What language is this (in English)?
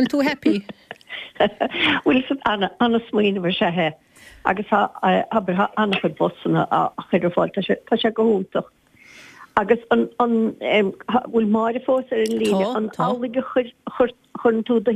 Irish